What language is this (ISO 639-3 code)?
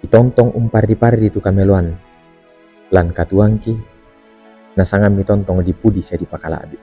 sda